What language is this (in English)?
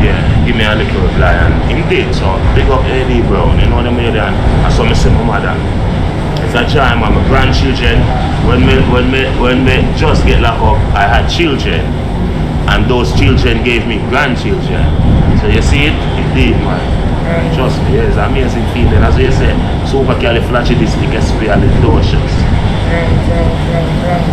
Jamaican Creole English